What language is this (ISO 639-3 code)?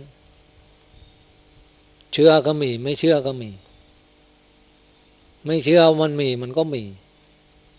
tha